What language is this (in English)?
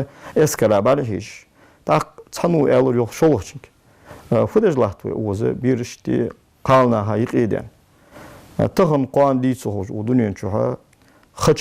Ingush